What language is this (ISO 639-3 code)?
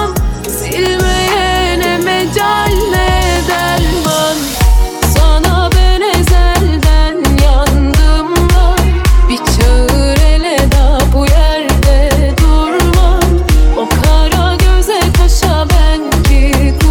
tur